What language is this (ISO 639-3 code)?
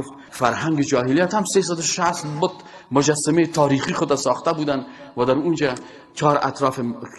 fas